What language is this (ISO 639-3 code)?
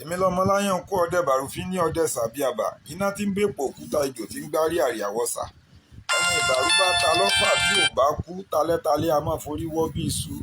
yor